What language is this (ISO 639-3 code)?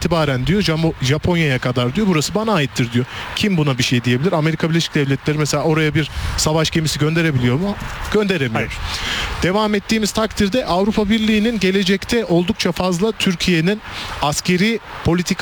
tur